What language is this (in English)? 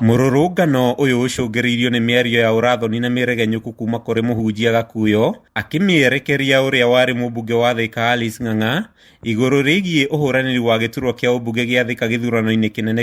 Kikuyu